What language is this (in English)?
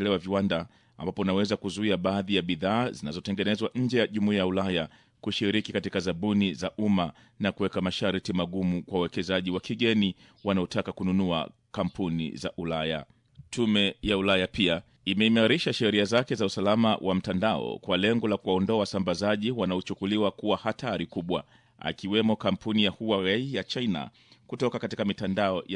Swahili